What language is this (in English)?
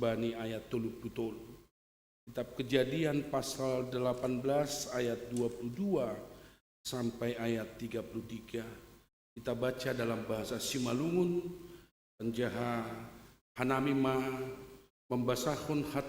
Batak Simalungun